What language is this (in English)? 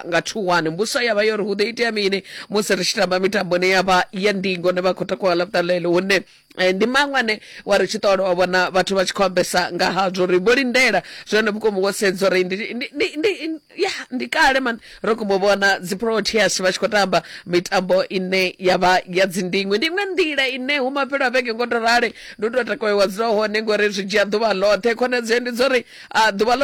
Venda